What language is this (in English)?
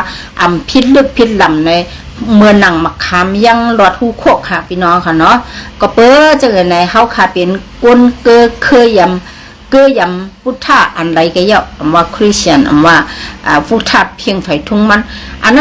Shan